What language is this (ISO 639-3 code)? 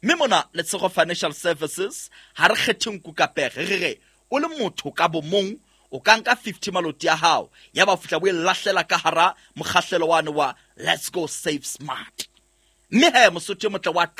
sot